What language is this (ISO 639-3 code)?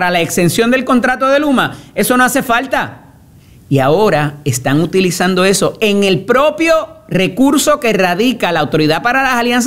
spa